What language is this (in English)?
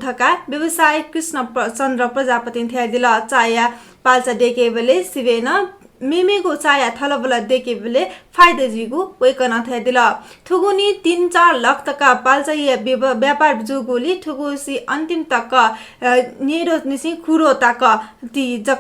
Newari